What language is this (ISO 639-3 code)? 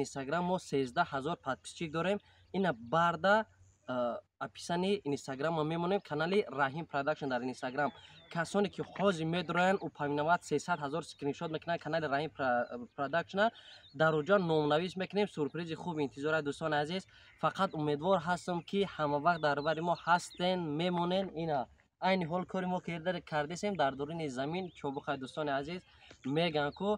tgk